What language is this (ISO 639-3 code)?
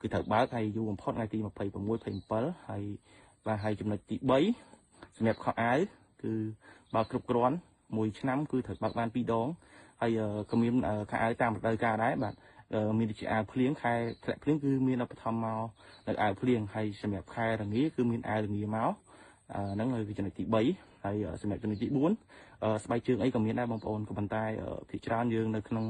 khm